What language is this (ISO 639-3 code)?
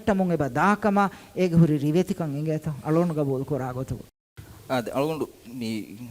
div